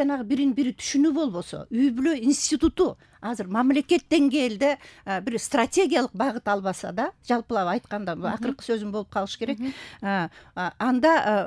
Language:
Kyrgyz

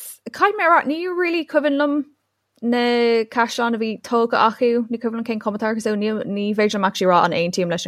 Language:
Irish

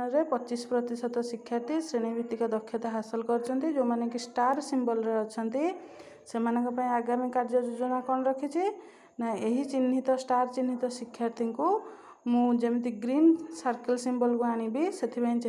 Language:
Odia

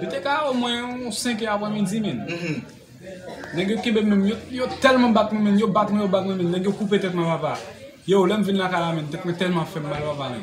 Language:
Haitian Creole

